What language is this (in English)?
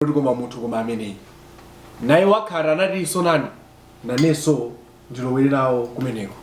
Nyanja